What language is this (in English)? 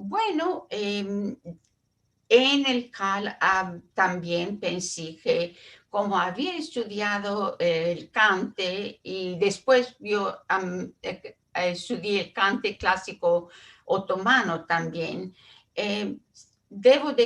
Ladino